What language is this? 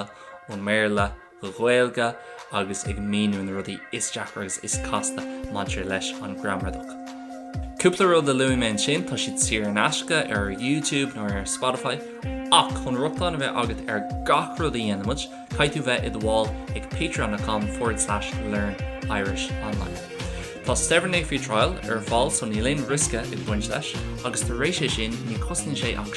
Irish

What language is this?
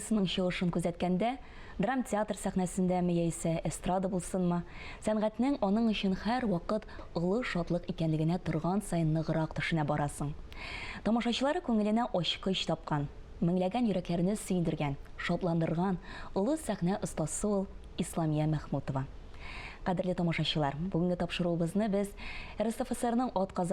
Tatar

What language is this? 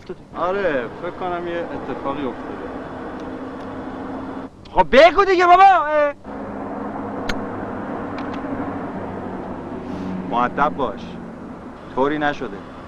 Persian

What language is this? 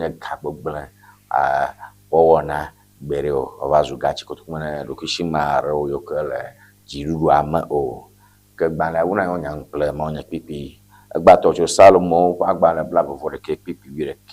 Ewe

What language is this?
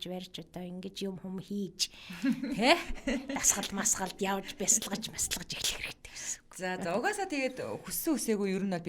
Mongolian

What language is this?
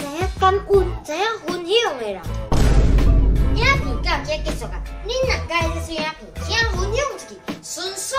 Min Nan Chinese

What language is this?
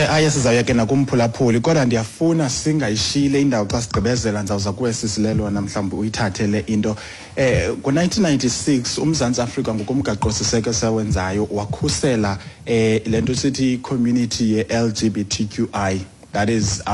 Xhosa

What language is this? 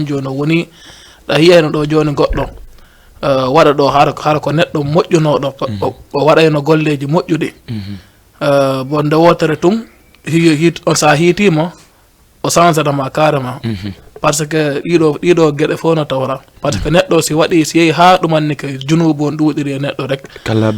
Fula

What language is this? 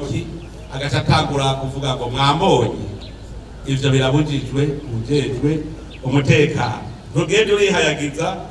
Rundi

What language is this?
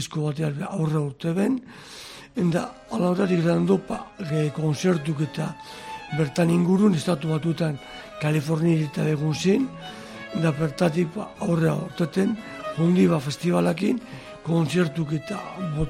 Basque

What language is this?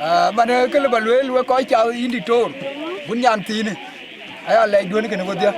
Dinka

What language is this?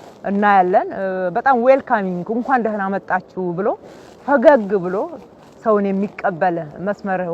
Amharic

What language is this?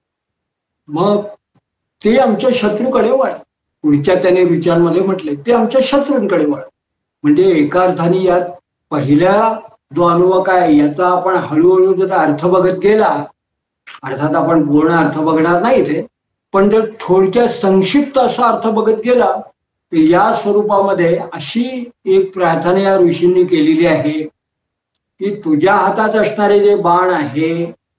Marathi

